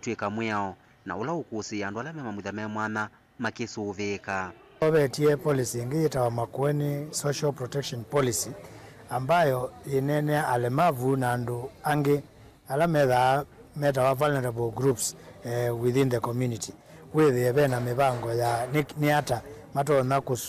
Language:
Kamba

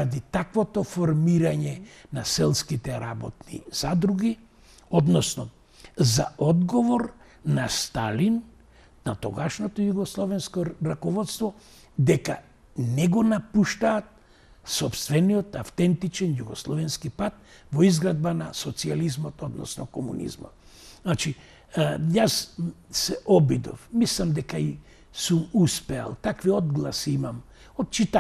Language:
Macedonian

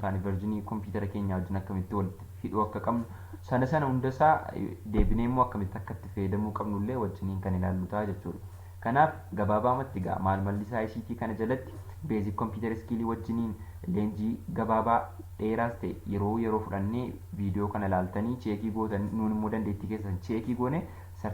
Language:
Oromo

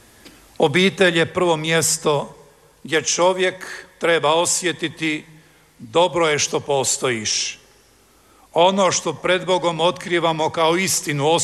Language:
Croatian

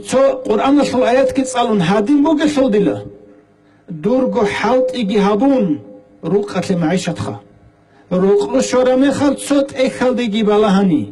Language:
Avaric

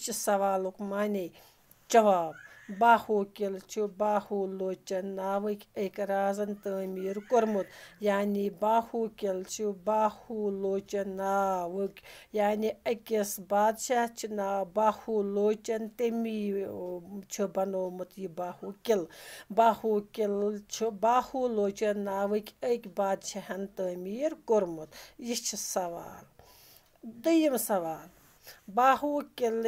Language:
Kashmiri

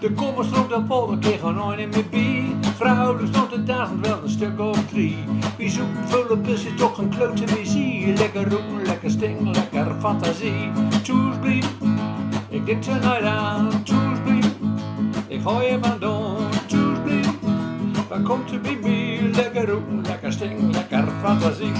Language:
Gronings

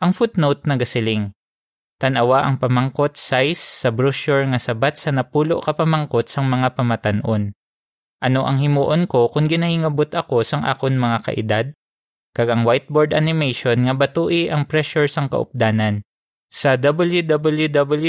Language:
Hiligaynon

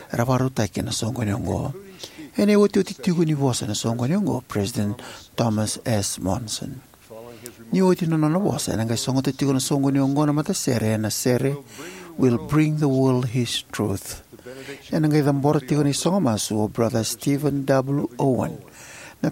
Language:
Fijian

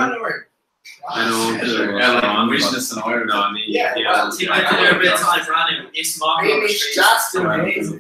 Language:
Irish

